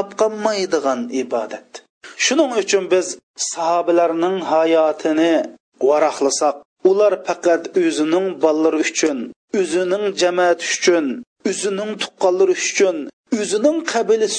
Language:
Uyghur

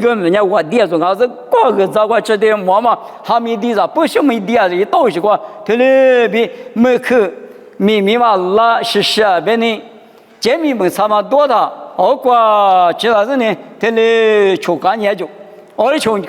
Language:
Lisu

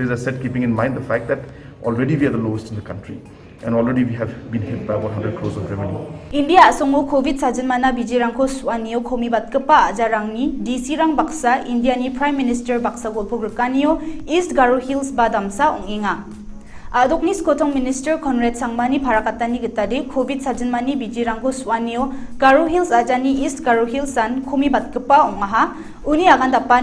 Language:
Garo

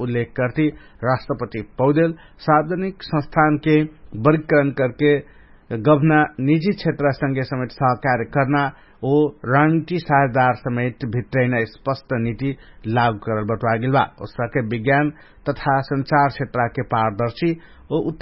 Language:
Dangaura Tharu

